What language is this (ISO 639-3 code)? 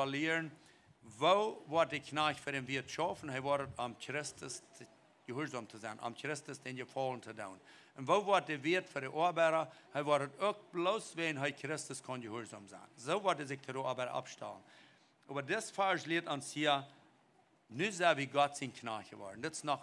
pdt